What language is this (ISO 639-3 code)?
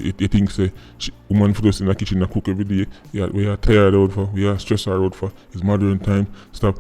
jam